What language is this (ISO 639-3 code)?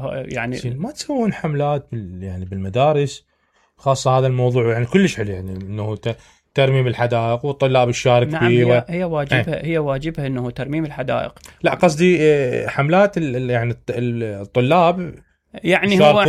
acm